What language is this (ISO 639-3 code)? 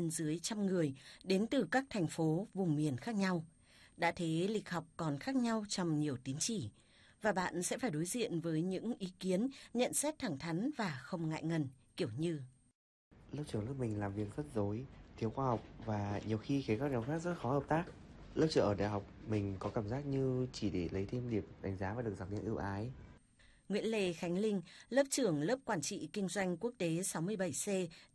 vie